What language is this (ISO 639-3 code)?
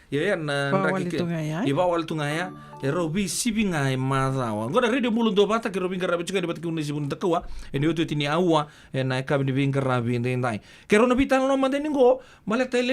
fij